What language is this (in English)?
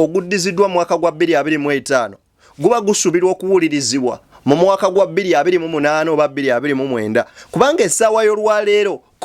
Ganda